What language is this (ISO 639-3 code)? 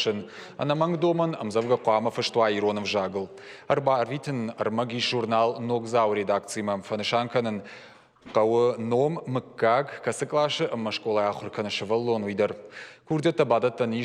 oss